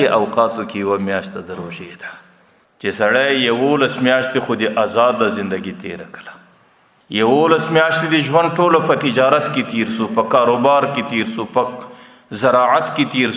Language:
Pashto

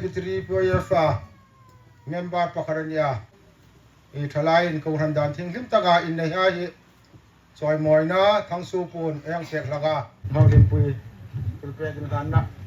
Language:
Hmar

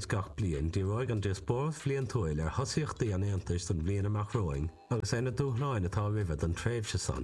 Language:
Irish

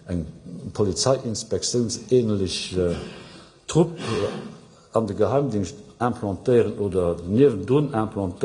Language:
Luxembourgish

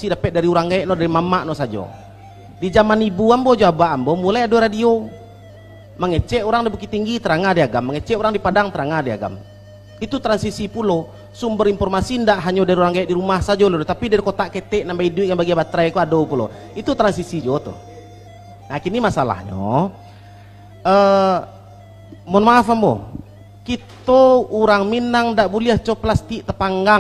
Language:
Minangkabau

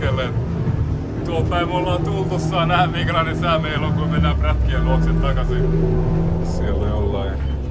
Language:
Finnish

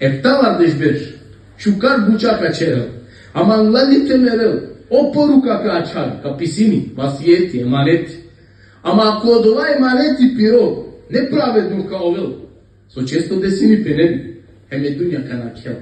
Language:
Balkan Romani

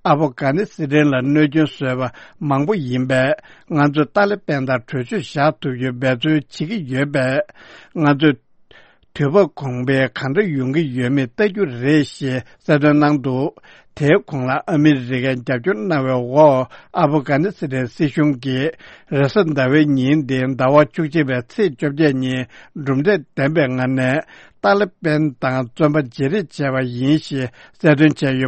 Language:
Tibetan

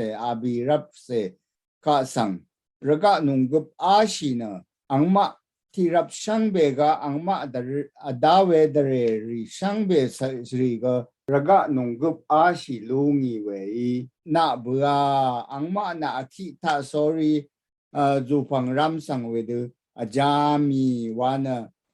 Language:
Rawang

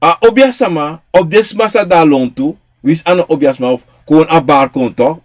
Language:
Sranan Tongo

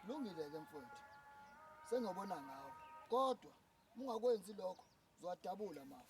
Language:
Zulu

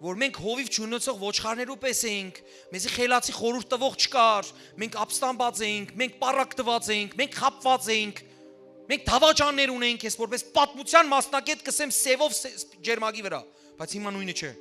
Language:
Western Armenian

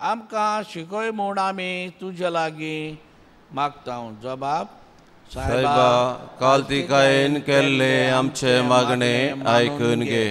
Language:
Konkani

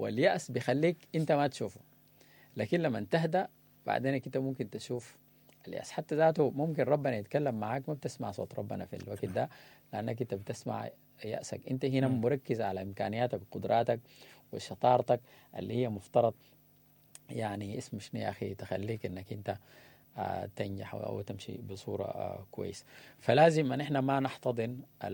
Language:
Sudanese Arabic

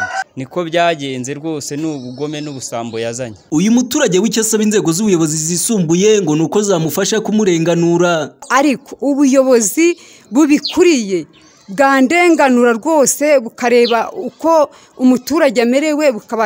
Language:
Kinyarwanda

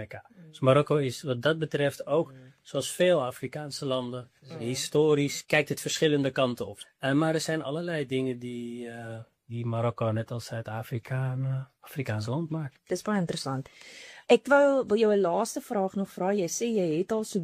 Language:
Afrikaans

